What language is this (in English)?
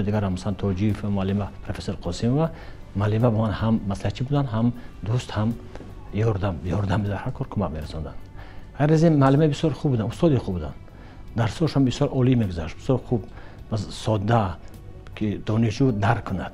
Tajik